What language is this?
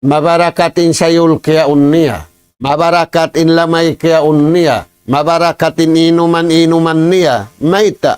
Tausug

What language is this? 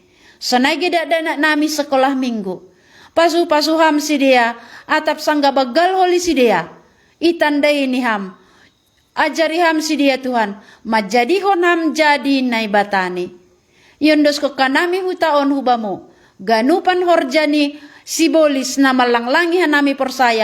Batak Simalungun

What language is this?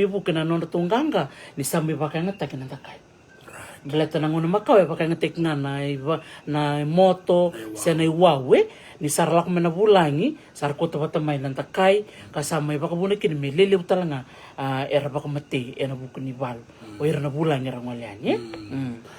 Fijian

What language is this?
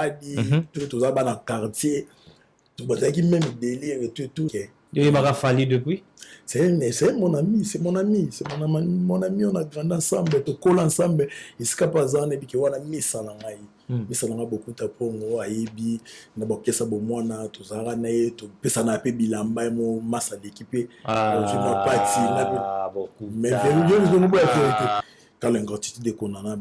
Lingala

